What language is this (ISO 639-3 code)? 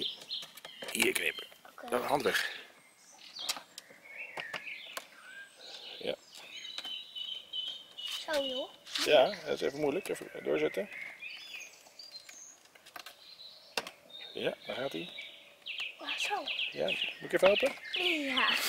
nld